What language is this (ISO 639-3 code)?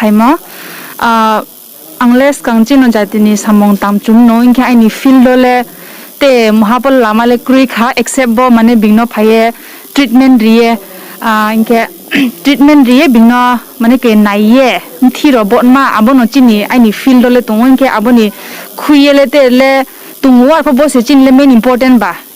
ria